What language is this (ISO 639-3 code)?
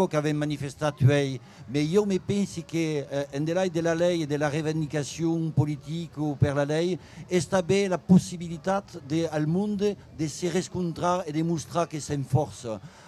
oci